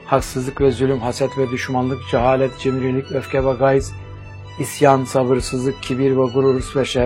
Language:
Turkish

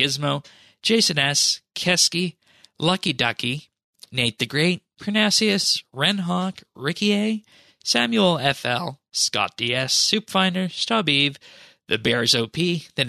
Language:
English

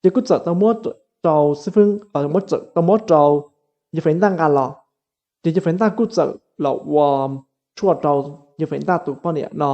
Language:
Hmong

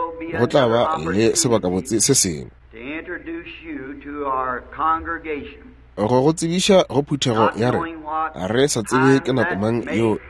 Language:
Northern Sotho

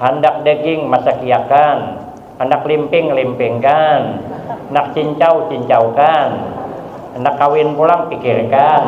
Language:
Banjar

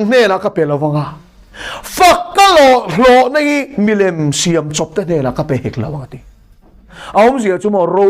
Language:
Mizo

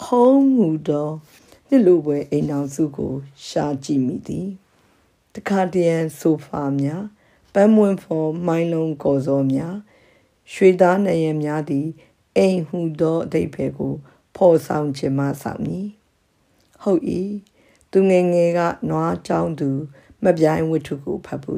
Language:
Burmese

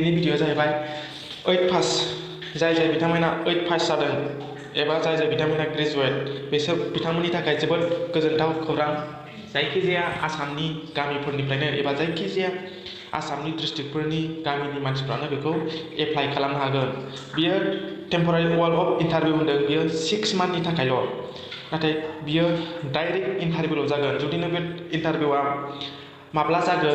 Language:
Bodo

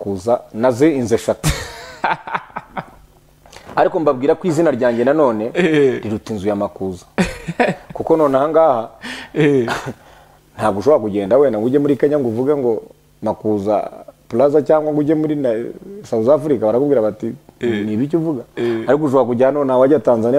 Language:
Kinyarwanda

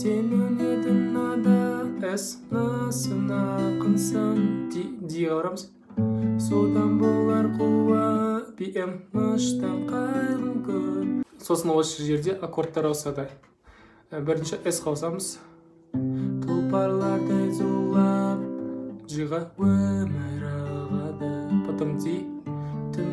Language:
Kazakh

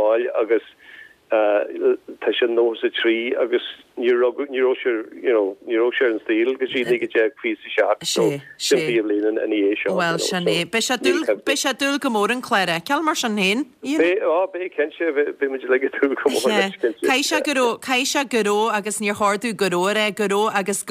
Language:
Irish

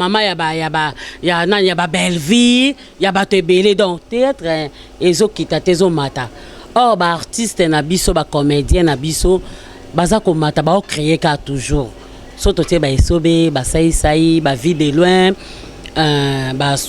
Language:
Lingala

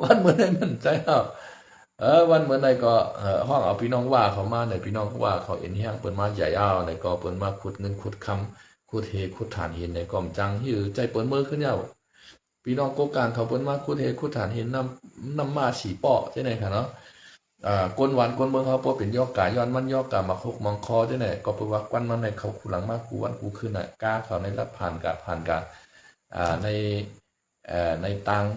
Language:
Shan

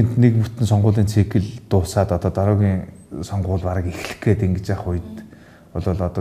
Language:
Mongolian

